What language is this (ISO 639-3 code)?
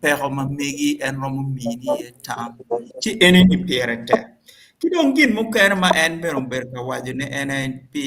ach